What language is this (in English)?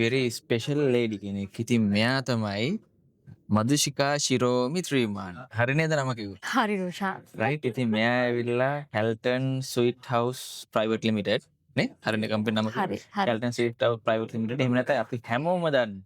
Sinhala